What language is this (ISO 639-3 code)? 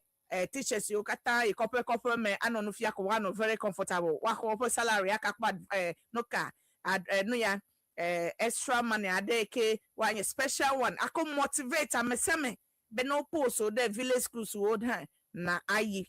ewe